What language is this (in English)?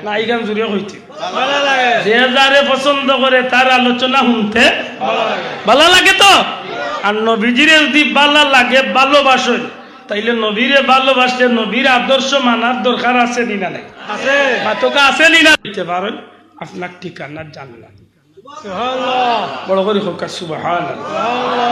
Sylheti